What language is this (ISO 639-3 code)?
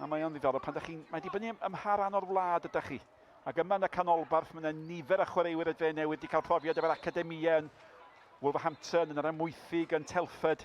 cym